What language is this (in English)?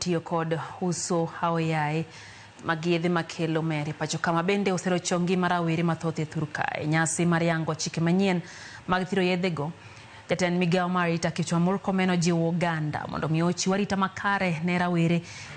Luo (Kenya and Tanzania)